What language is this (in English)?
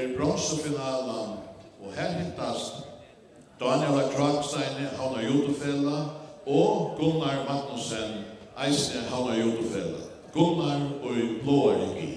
Faroese